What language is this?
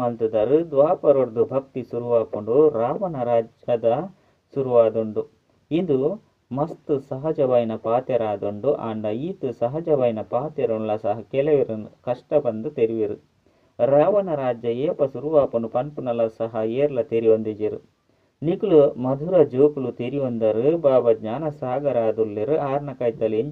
Tulu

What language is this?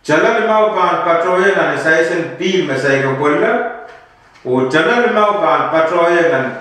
Pohnpeian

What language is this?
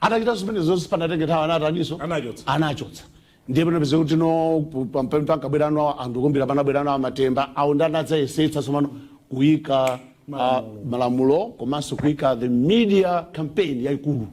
Nyanja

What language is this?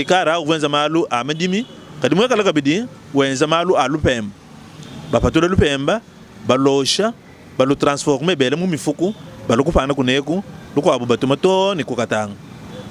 Luba-Lulua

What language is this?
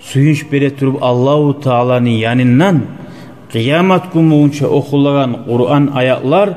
Kumyk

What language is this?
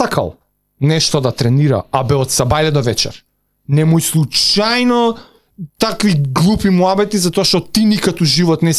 Macedonian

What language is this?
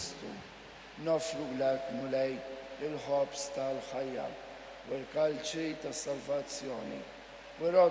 Maltese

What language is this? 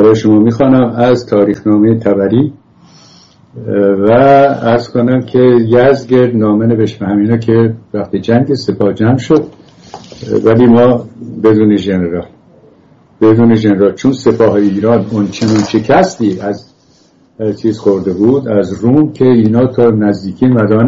Persian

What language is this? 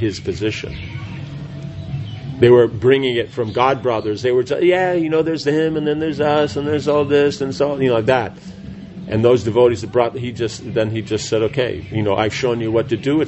English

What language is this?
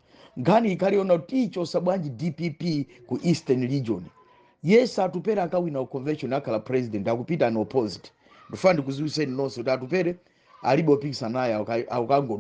Nyanja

